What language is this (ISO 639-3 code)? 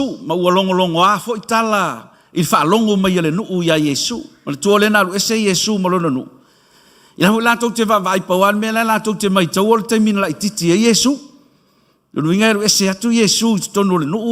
smo